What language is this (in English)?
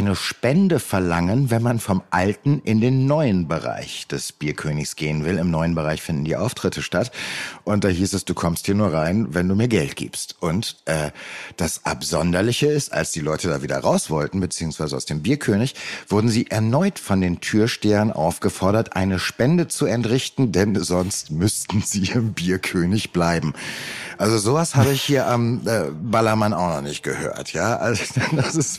German